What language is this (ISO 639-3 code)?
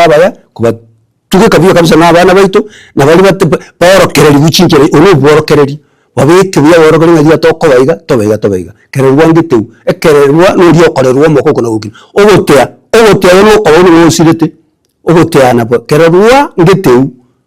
guz